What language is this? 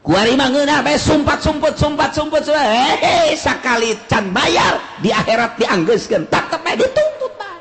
Sundanese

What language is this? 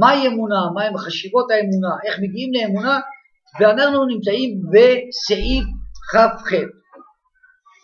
Hebrew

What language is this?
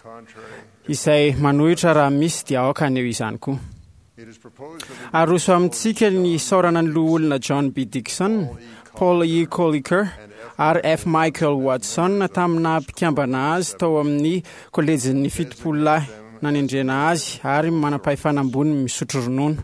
Malagasy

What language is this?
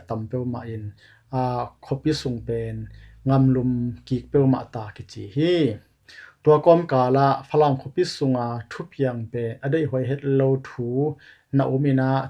Tedim Chin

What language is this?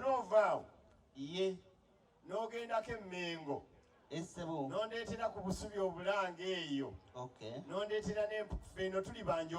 Ganda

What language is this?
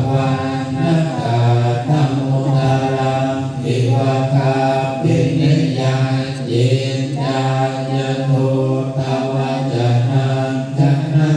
Pali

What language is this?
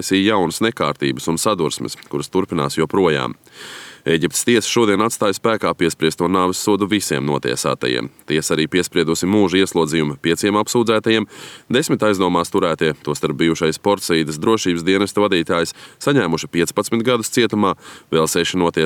Latvian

